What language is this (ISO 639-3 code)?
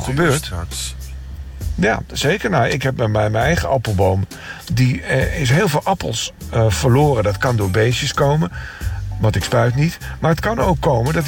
nld